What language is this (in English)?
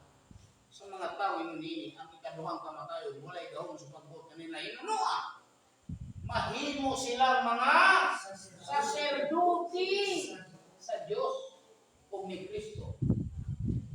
Cebuano